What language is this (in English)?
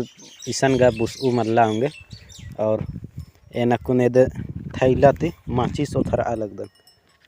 Kurukh